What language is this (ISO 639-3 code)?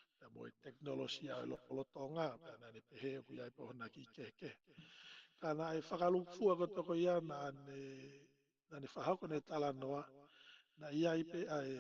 ton